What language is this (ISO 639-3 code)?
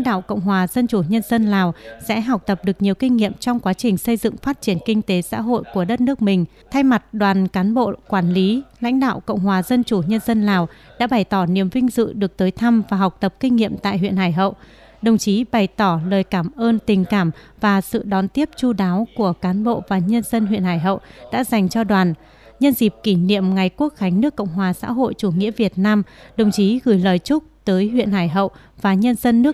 vie